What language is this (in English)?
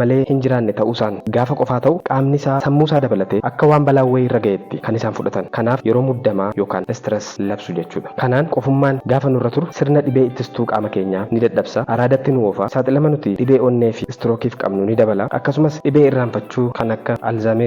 Oromo